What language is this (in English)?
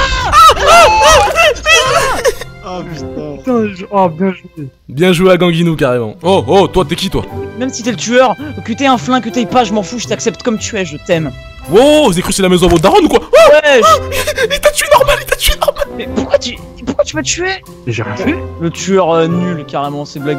French